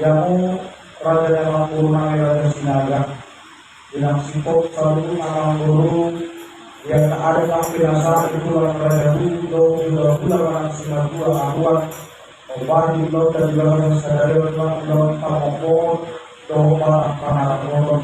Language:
Batak Toba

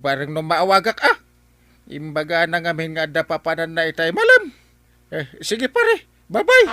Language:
Iloko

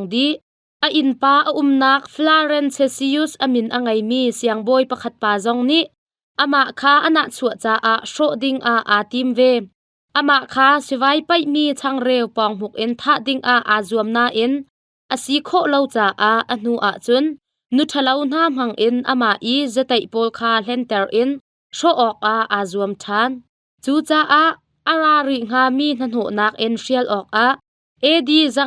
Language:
Hakha Chin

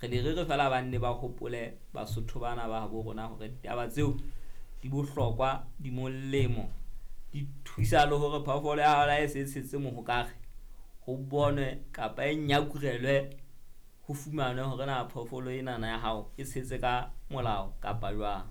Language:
Southern Sotho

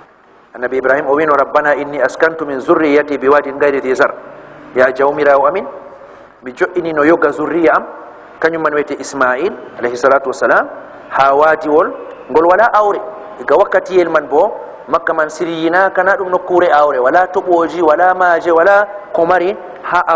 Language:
Fula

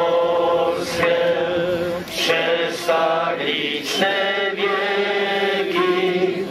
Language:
Polish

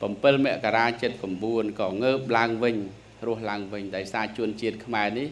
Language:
Khmer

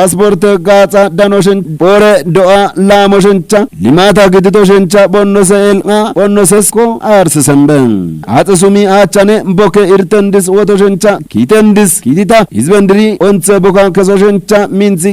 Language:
Kafa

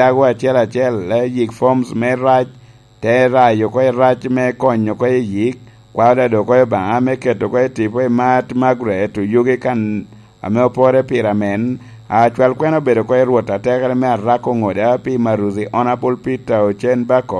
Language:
Lango (Uganda)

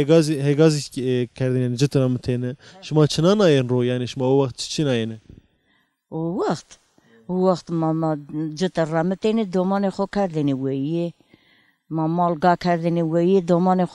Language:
Zaza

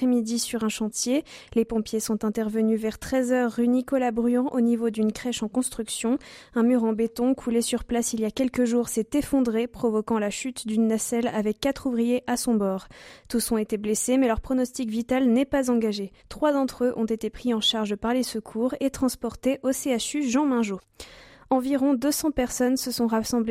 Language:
French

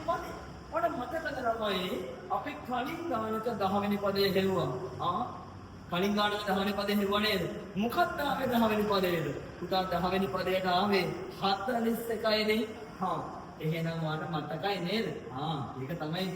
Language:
Sinhala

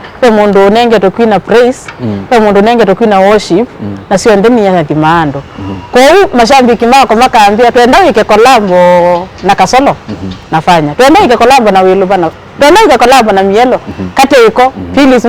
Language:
Kamba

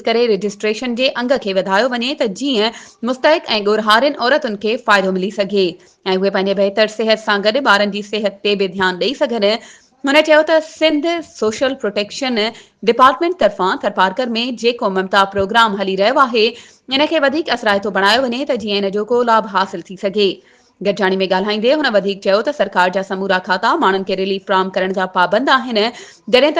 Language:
Sindhi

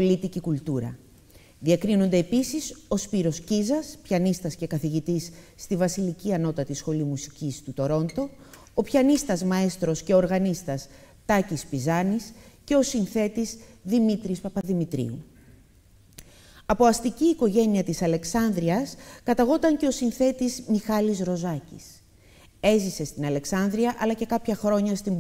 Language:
Greek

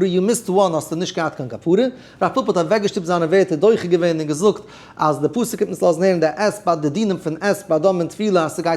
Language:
Yiddish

